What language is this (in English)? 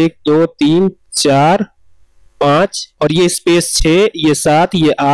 Hindi